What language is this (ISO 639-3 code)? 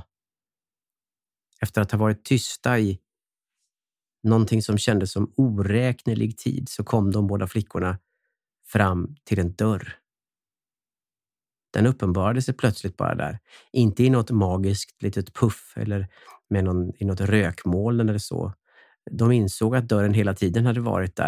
swe